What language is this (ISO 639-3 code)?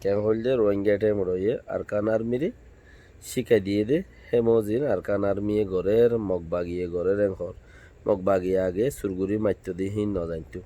rhg